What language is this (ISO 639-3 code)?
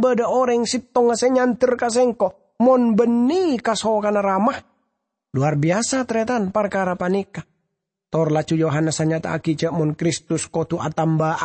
mad